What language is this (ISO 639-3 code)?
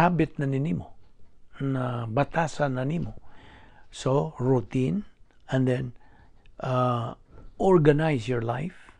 ceb